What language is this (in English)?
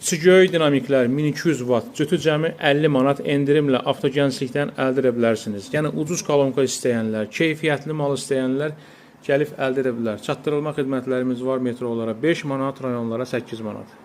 Azerbaijani